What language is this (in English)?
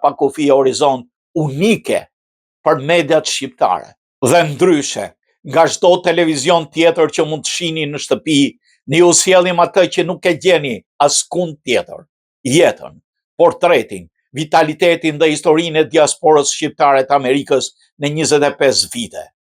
Albanian